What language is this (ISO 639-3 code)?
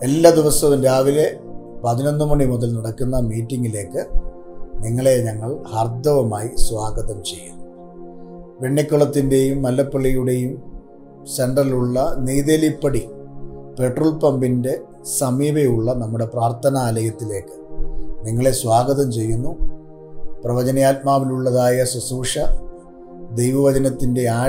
mal